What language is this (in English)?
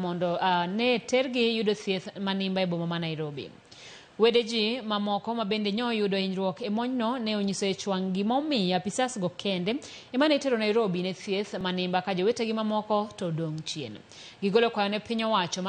Luo (Kenya and Tanzania)